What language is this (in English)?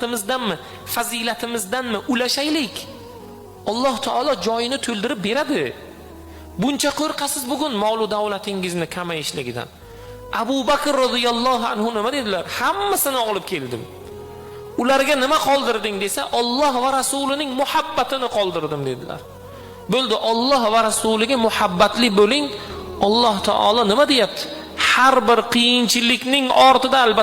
Uzbek